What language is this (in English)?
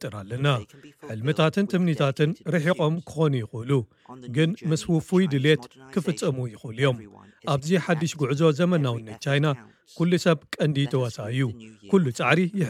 Tigrinya